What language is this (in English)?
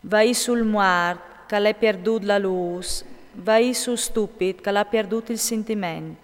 Friulian